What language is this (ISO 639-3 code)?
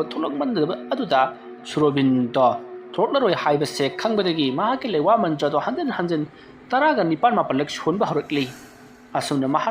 mni